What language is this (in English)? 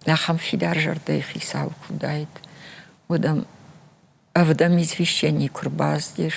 Ossetic